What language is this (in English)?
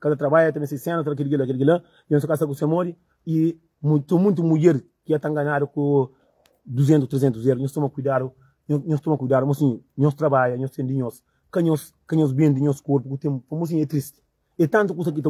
Kabuverdianu